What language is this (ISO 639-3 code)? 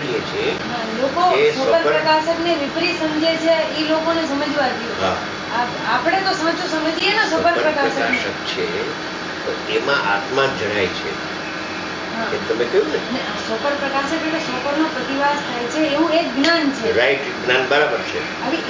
guj